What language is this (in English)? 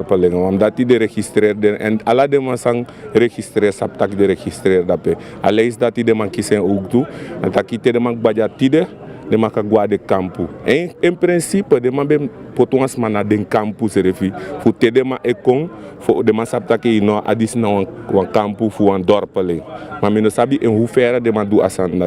Sranan Tongo